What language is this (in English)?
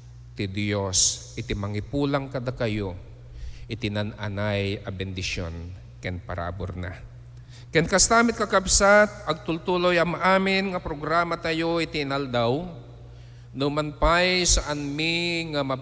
Iloko